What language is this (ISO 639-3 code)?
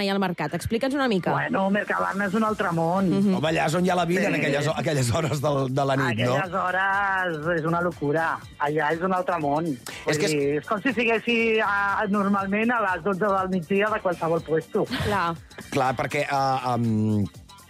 cat